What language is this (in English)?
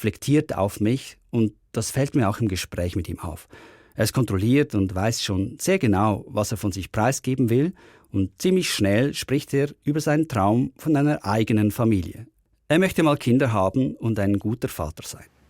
Swiss German